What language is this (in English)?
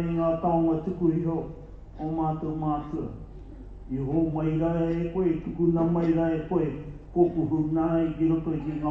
Māori